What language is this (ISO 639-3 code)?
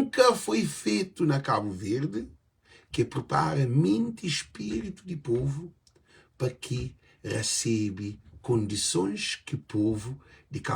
kea